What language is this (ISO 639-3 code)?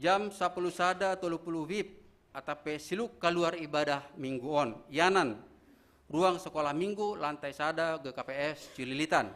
bts